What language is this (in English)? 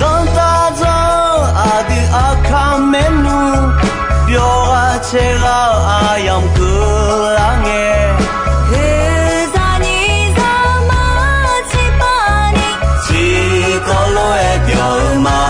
Akha